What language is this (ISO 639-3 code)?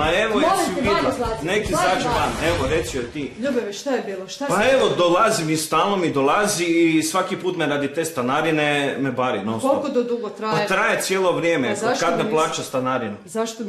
hrv